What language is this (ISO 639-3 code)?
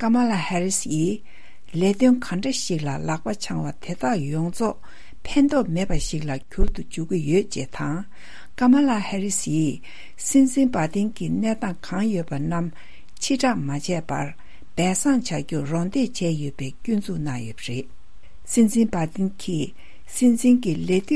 bod